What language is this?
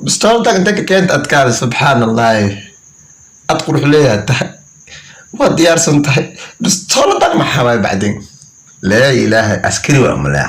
Somali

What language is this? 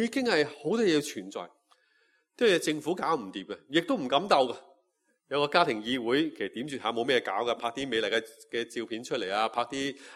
Cantonese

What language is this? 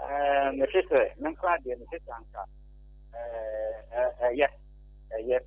Akan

